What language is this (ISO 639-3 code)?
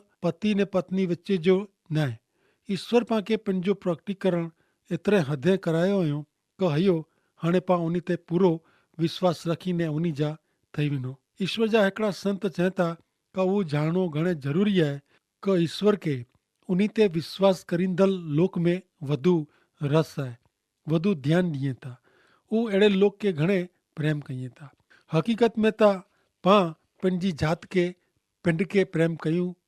kfr